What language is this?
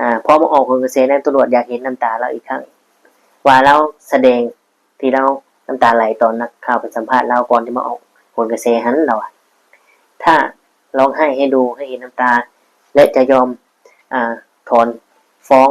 Lao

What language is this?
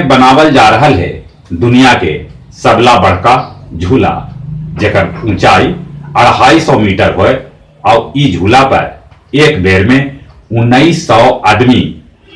Magahi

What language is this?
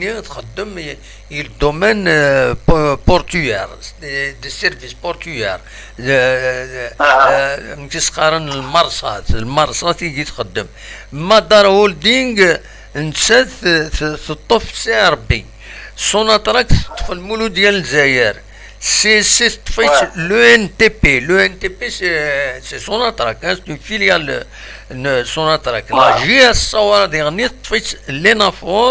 Kabyle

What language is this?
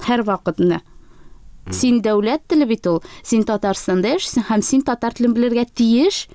Tatar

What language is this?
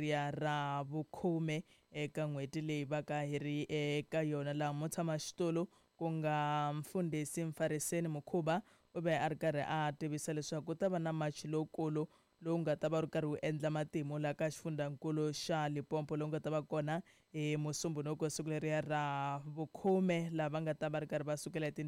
Tsonga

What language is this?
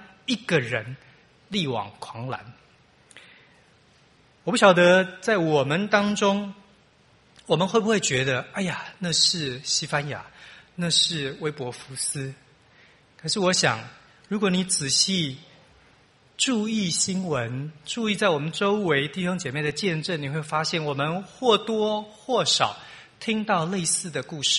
Chinese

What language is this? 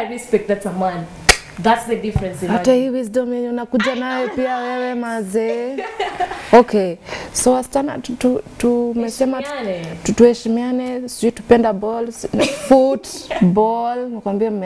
Swahili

